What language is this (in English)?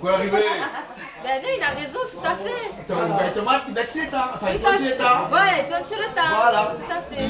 Réunion Creole French